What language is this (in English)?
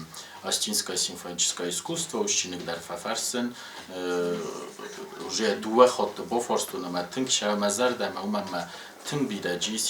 Ossetic